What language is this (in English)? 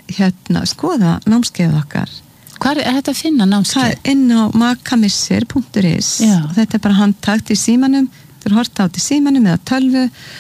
Icelandic